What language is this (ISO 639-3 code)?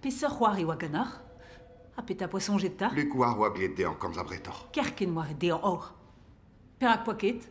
bre